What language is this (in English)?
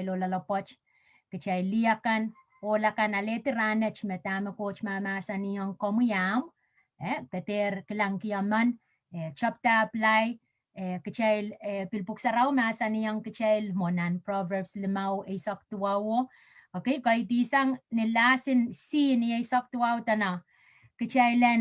Pohnpeian